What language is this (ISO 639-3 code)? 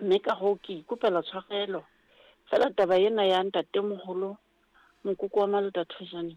sot